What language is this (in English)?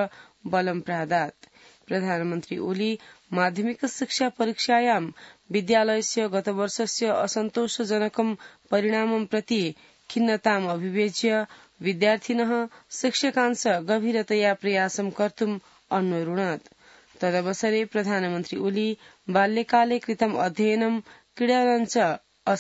Sanskrit